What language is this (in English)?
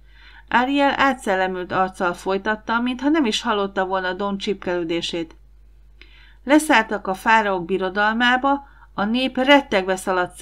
Hungarian